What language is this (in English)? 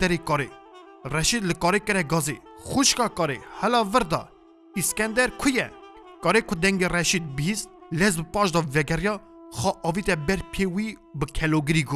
Kurdish